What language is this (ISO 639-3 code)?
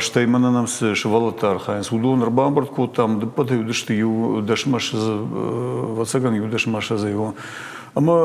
oss